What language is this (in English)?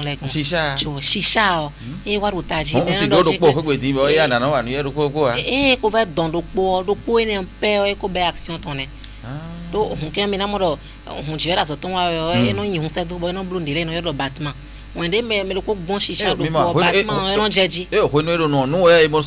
Fon